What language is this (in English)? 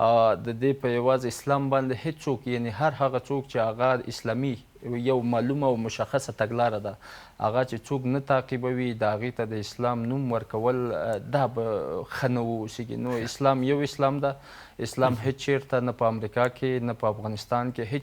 Pashto